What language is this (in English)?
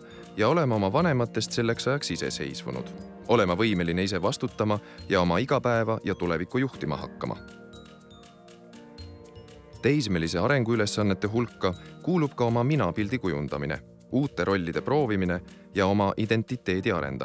Estonian